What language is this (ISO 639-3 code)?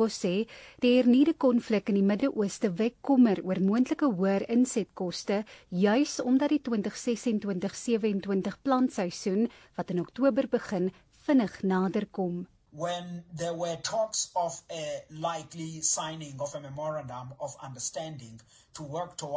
afr